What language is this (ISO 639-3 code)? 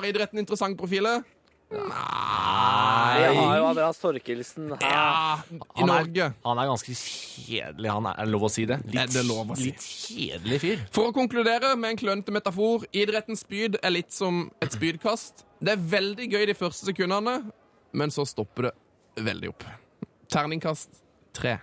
nor